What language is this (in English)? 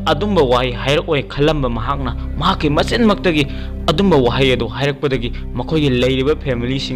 Manipuri